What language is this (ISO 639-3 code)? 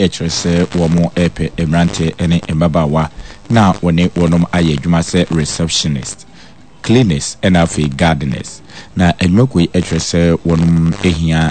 aka